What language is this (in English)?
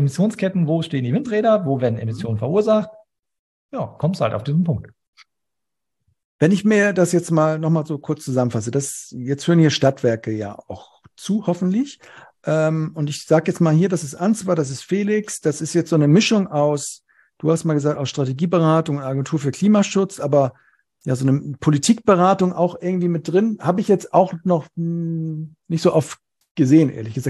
German